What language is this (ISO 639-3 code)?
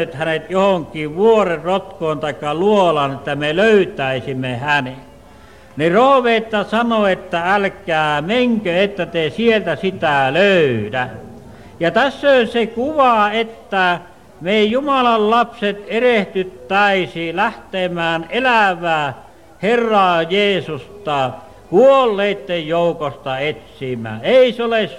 fin